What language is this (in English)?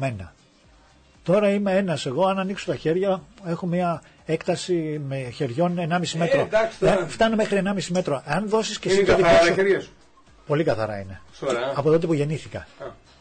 Greek